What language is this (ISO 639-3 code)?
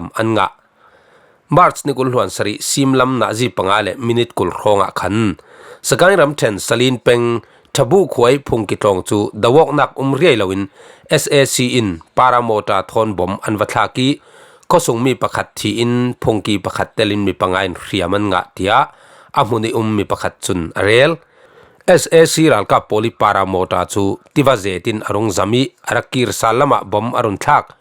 cfm